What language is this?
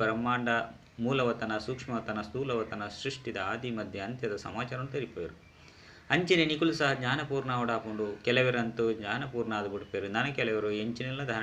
Tulu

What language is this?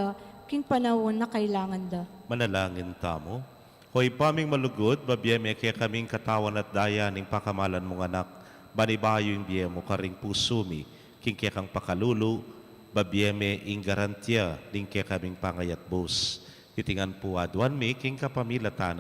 Pampanga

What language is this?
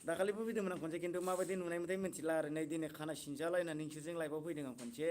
Bodo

